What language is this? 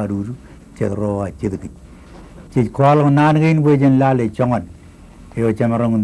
Marshallese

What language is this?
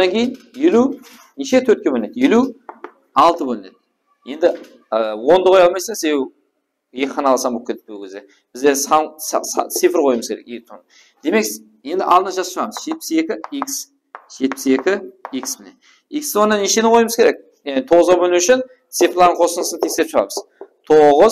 Kara-Kalpak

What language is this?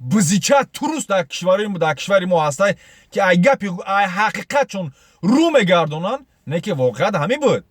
Tajik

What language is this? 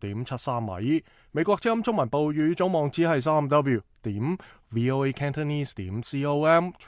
Cantonese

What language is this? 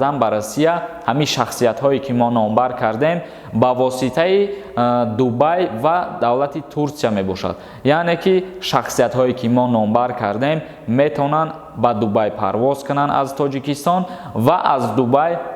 Tajik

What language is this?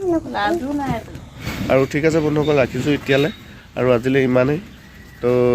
Assamese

